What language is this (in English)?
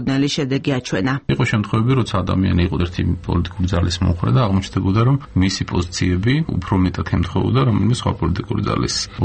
Georgian